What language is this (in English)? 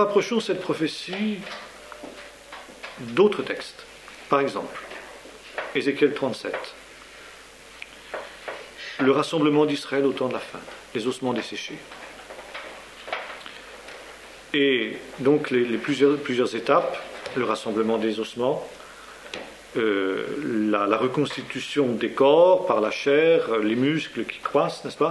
French